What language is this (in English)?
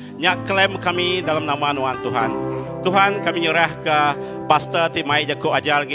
Iban